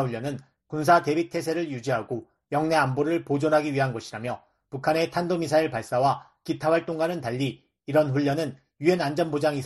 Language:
Korean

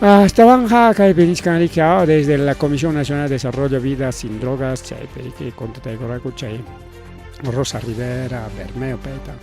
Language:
Ayacucho Quechua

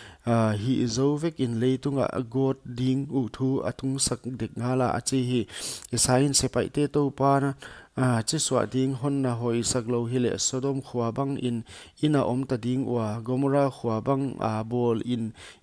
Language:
Paite Chin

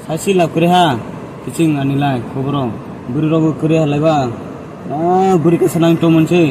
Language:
Kok Borok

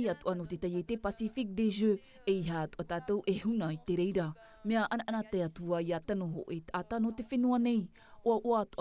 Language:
Tahitian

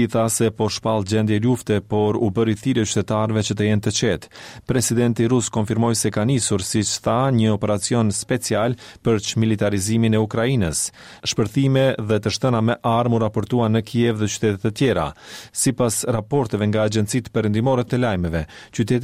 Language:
Albanian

